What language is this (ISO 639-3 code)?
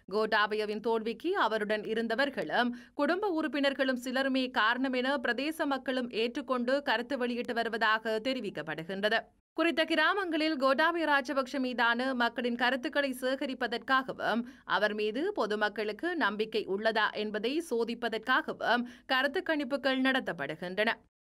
tam